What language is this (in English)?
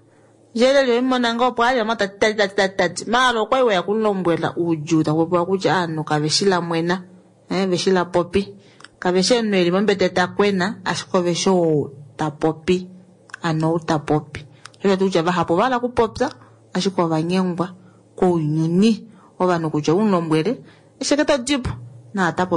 Kuanyama